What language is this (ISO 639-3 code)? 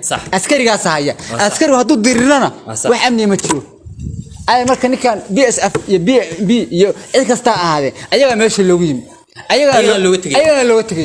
som